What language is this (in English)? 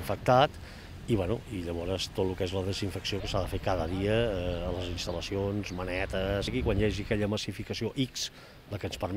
Catalan